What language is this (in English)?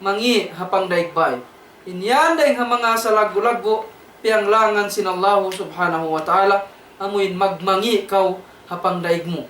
Tausug